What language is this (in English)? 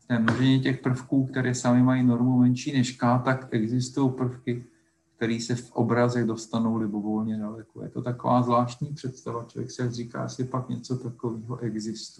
Czech